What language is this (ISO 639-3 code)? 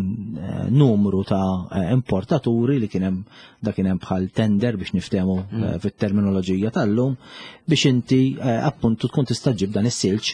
mlt